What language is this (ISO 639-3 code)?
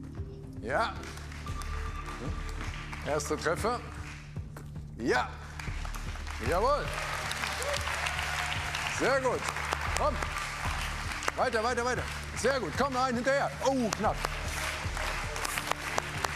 deu